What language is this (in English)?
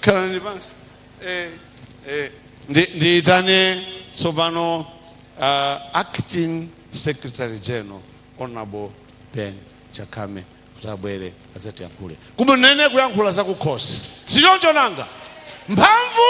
Nyanja